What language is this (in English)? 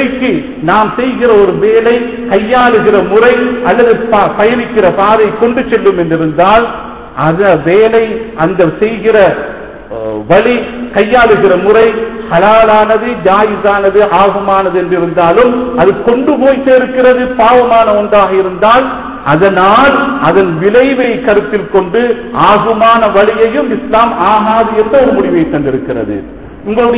Tamil